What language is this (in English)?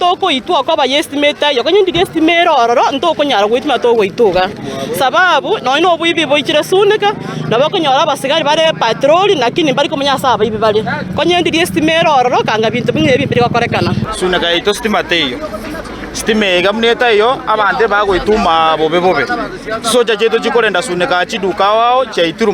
Gusii